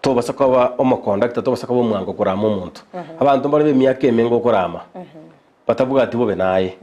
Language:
Gusii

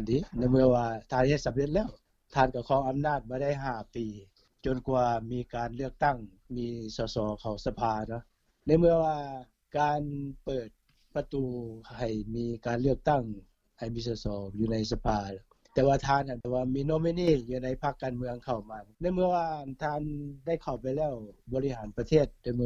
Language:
Lao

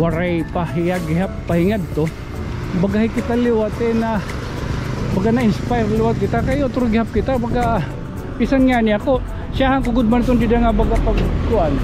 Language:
Waray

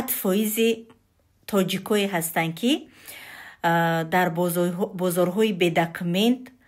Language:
Tajik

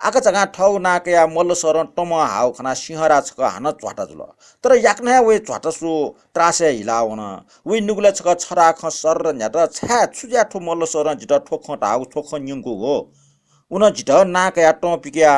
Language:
Newari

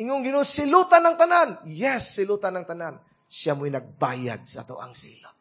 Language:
Cebuano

